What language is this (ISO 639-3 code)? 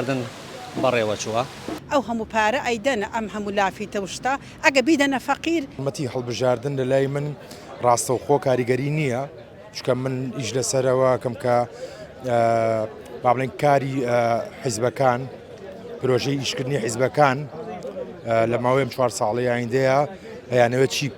ckb